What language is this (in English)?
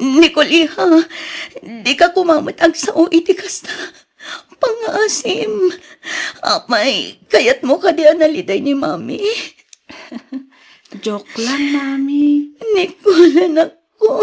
Iloko